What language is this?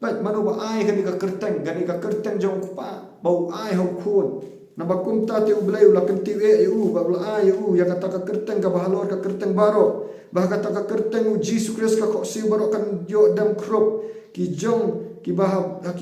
Khasi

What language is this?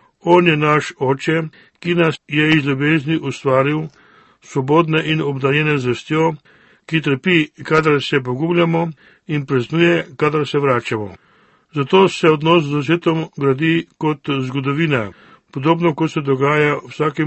Slovenian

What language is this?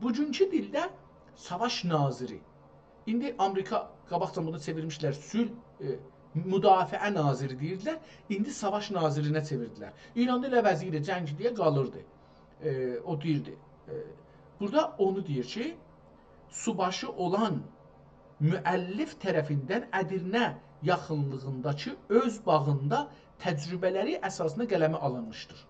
South Azerbaijani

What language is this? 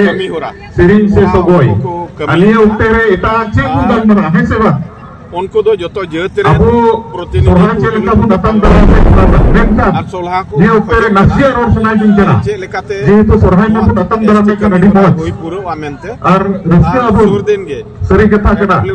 Santali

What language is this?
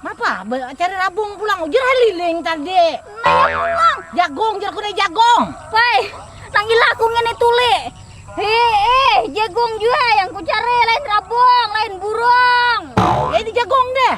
Banjar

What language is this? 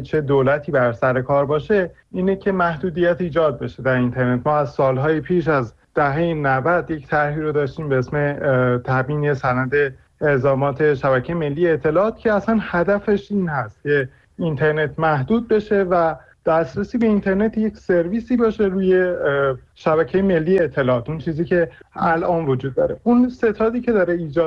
Persian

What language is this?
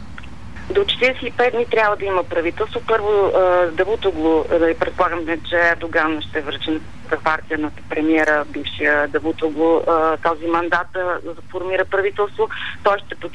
Bulgarian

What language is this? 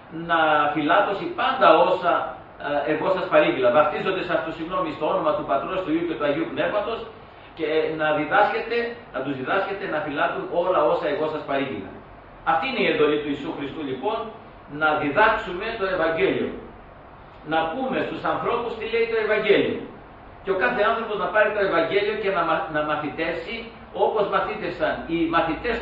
Greek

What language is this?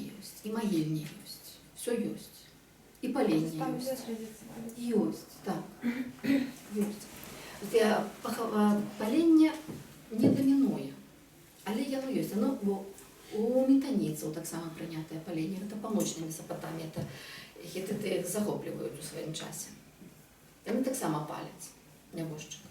Belarusian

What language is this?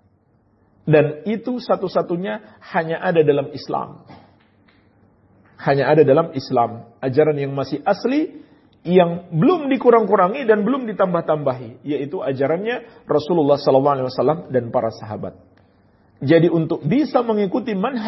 Indonesian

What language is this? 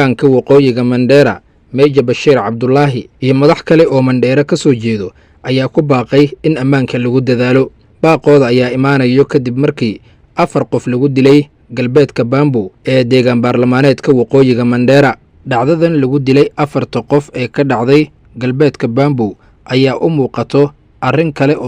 Somali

